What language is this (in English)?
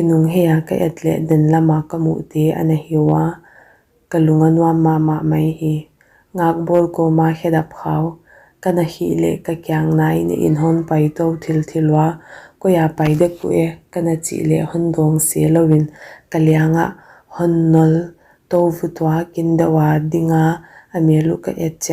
Paite Chin